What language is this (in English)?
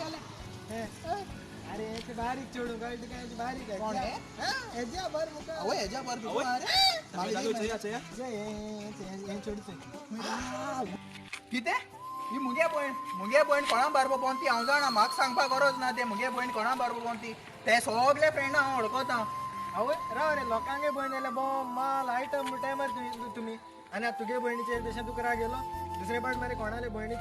Konkani